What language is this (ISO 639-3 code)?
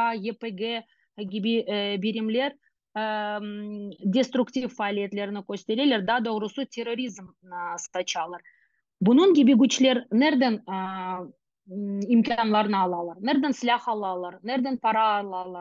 crh